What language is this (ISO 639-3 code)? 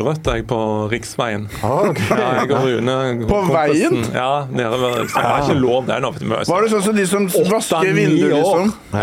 nor